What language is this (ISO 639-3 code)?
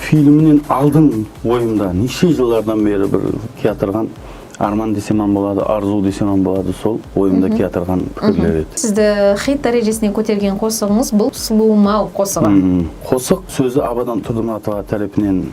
kaa